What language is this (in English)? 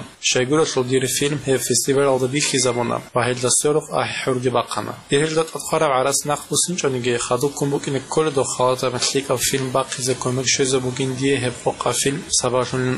Avaric